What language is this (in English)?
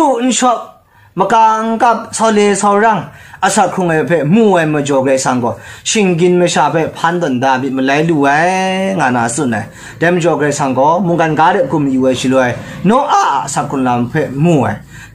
Kachin